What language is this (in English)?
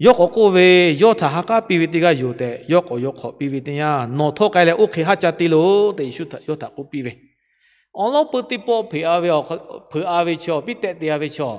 Lahu